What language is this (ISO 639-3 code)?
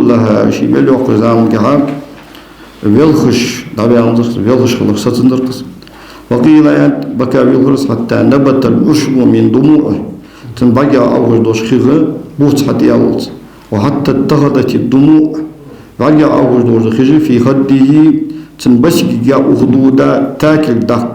inh